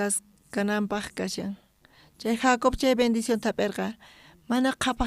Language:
South Bolivian Quechua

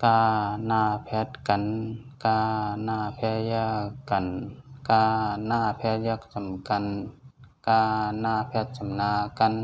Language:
Shan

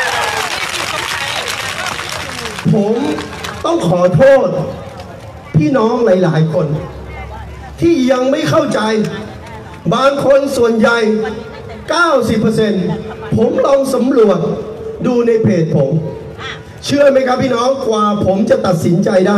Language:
Thai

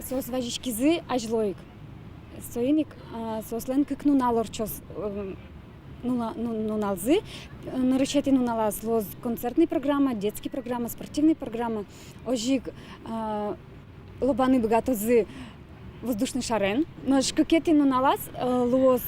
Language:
Udmurt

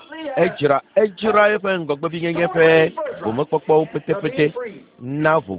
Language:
Ewe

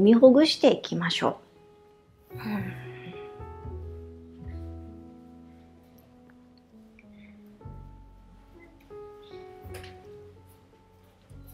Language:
Japanese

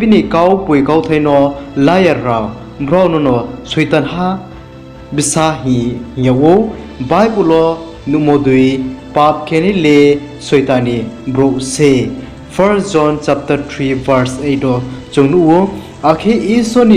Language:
Riang (India)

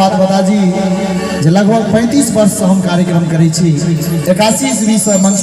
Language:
Maithili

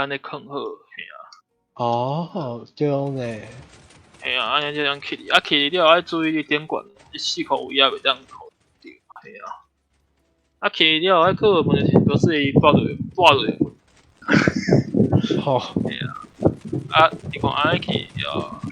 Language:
Min Nan Chinese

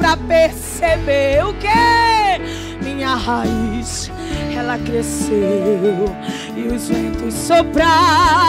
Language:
Portuguese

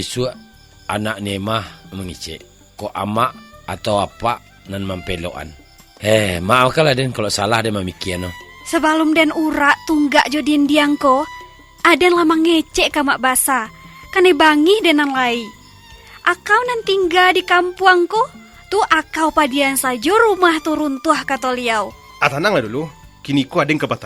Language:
Minangkabau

